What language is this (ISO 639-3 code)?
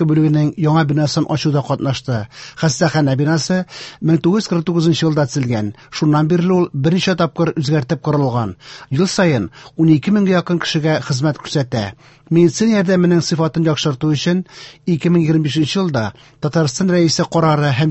tat